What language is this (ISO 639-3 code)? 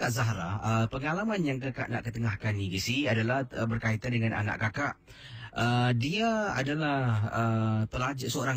msa